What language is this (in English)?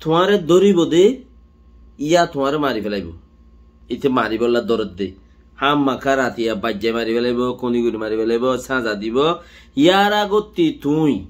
Rohingya